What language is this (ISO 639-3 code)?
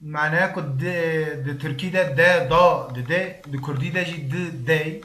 kur